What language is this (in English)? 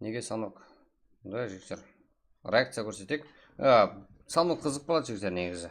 Kara-Kalpak